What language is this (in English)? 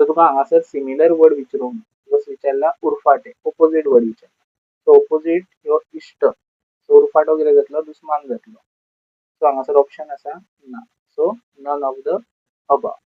Konkani